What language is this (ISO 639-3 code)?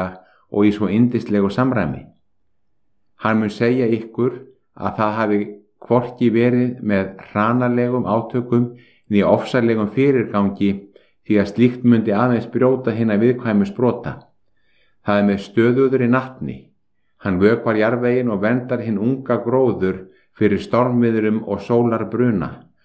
isl